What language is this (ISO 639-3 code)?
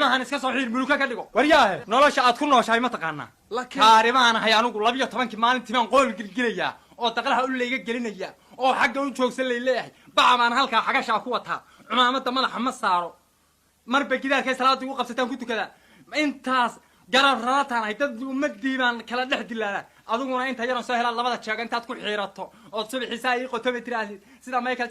som